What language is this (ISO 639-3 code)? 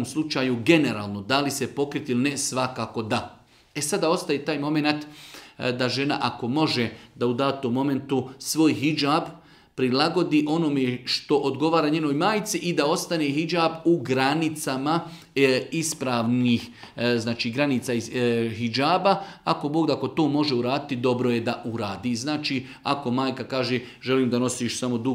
bos